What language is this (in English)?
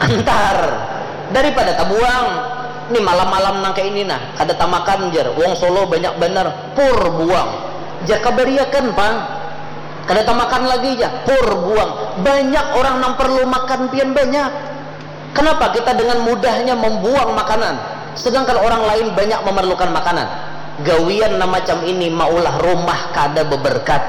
Banjar